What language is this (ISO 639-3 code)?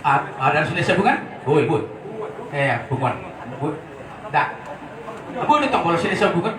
bbc